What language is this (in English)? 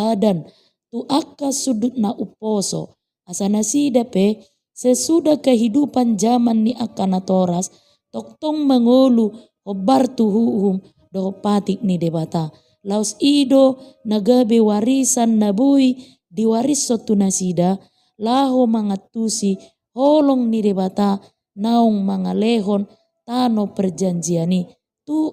Batak Toba